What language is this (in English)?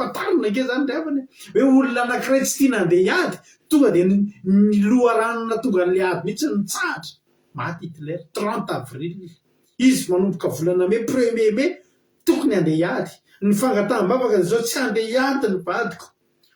Malagasy